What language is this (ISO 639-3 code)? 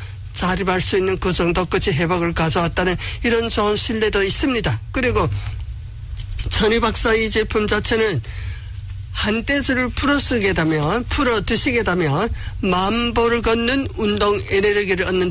kor